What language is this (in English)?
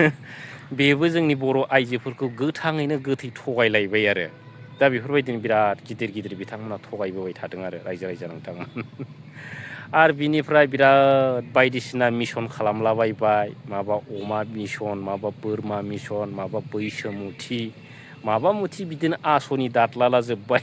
Bodo